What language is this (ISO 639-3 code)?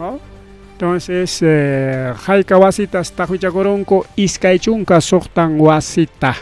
quy